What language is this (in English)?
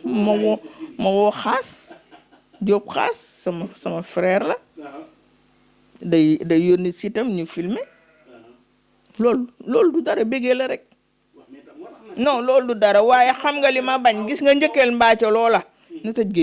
Wolof